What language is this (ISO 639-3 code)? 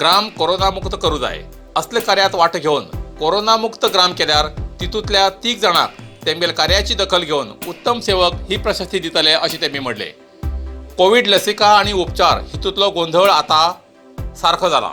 kok